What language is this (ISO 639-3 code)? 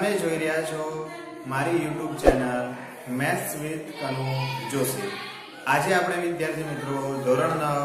guj